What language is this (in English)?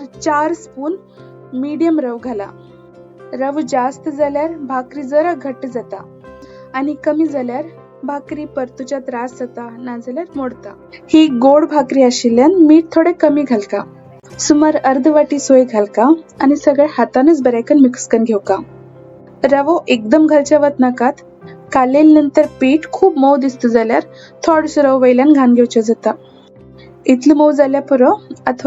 Konkani